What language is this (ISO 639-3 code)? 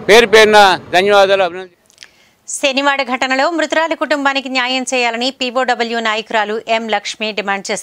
tel